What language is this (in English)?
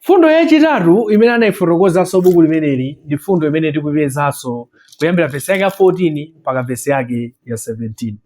Nyanja